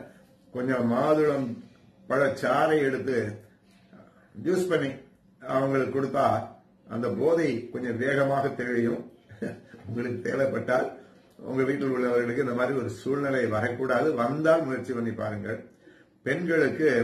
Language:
Tamil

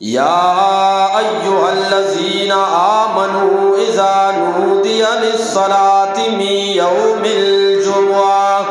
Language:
Eastern Balochi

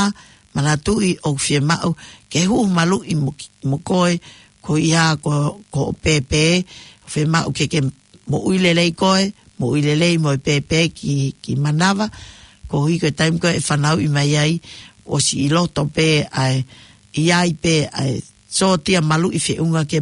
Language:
Tongan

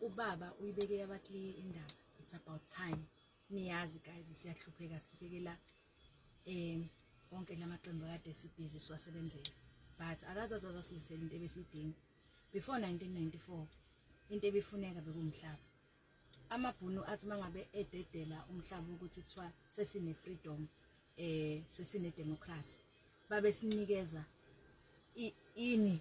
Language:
Zulu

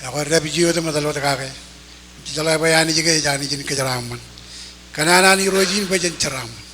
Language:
Marshallese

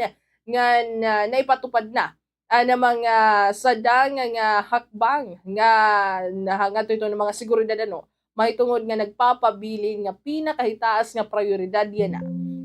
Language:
Waray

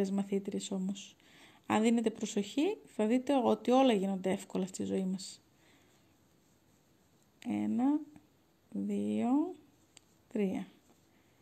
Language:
Greek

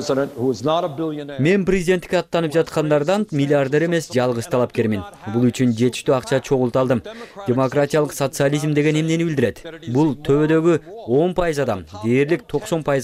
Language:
Kyrgyz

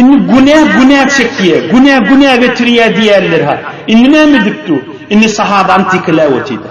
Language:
Turkmen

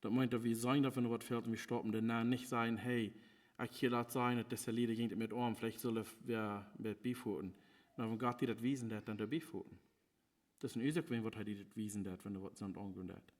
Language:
Plautdietsch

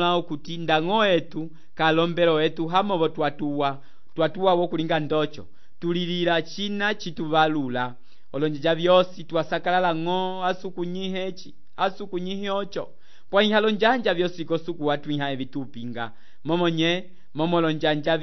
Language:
Umbundu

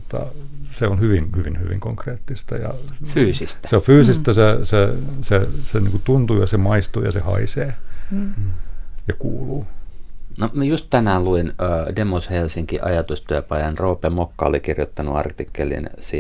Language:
Finnish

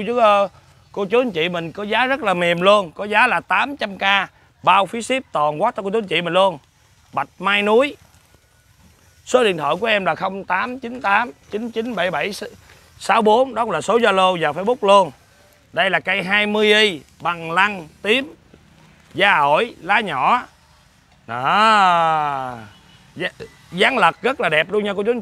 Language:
Vietnamese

